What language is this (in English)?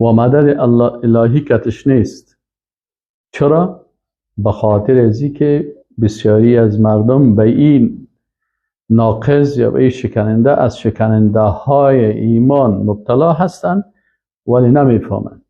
Persian